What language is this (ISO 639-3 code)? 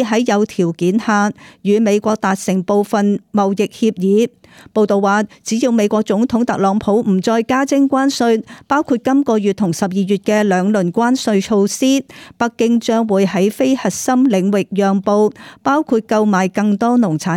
yue